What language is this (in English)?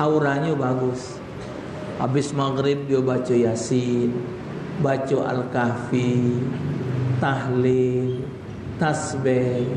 Musi